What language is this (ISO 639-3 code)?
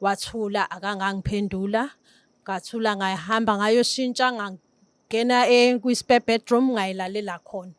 zul